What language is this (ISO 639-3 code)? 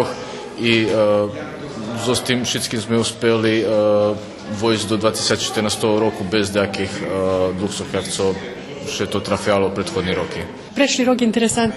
rue